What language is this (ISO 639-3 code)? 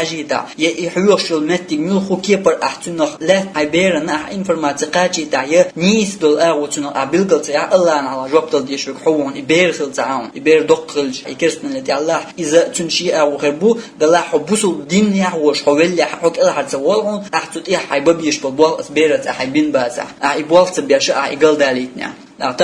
che